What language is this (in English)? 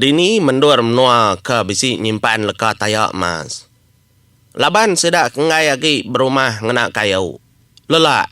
Iban